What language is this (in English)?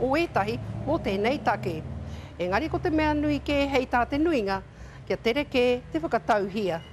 Māori